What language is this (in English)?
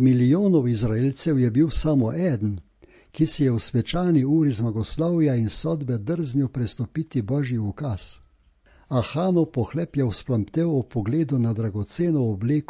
Slovenian